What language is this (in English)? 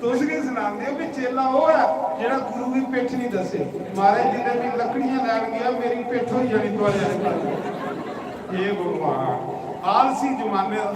Dogri